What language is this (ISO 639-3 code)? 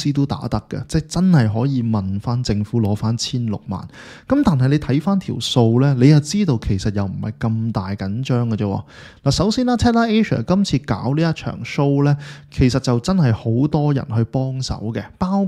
yue